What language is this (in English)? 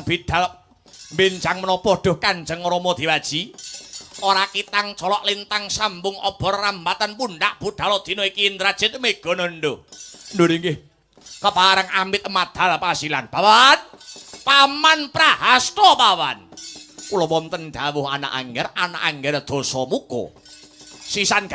Javanese